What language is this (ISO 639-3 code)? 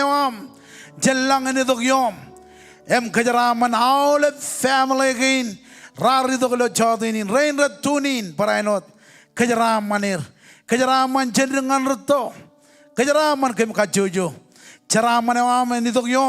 mah